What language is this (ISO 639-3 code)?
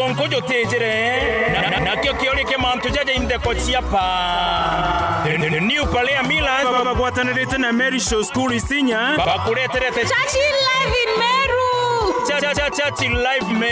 mer